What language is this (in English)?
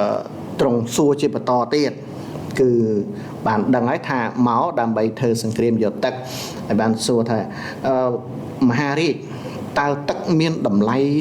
Khmer